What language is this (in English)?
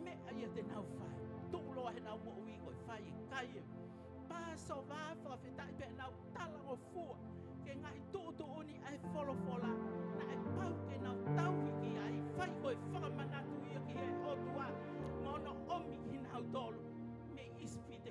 Tongan